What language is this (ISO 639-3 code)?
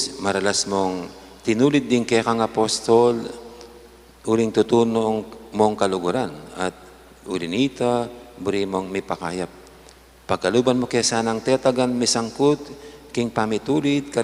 pam